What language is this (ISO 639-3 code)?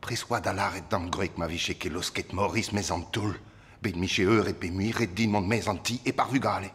bre